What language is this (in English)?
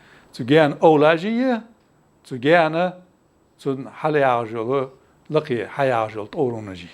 Ingush